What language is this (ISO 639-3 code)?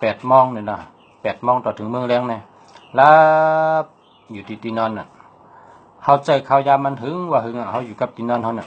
shn